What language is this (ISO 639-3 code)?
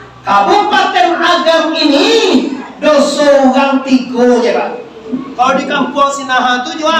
min